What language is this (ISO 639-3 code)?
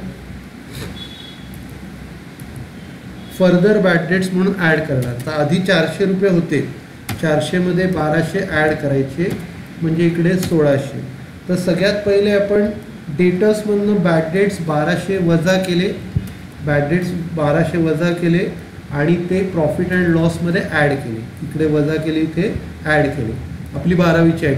mar